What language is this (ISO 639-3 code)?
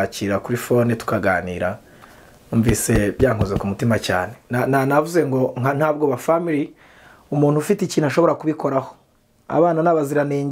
kin